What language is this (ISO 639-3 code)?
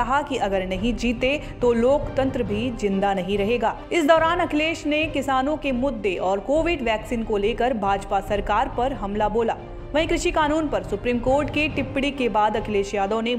hin